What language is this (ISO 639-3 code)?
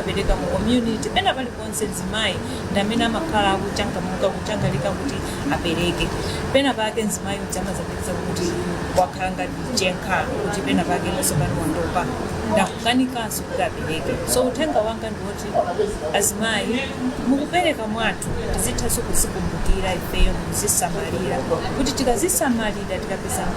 nya